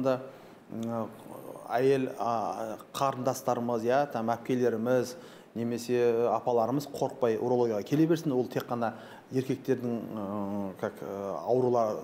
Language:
Kazakh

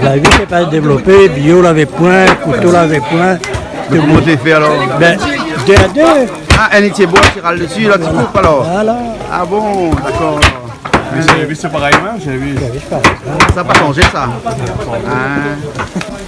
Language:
Réunion Creole French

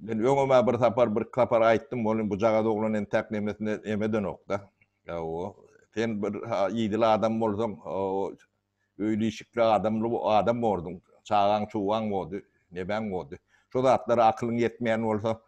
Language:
Turkmen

